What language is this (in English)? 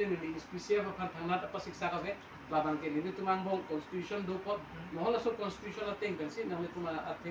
Karbi